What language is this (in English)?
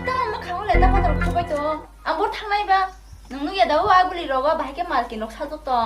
Kok Borok